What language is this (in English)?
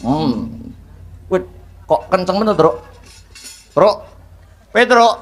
Javanese